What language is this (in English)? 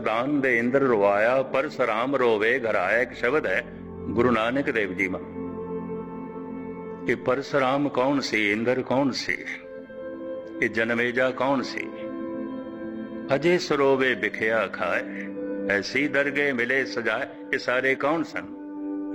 Punjabi